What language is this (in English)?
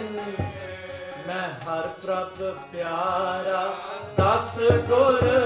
Punjabi